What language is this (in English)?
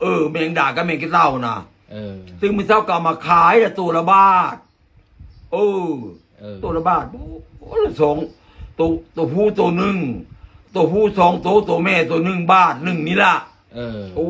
Lao